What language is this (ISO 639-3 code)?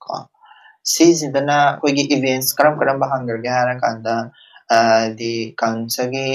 mni